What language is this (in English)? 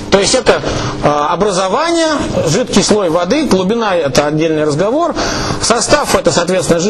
Russian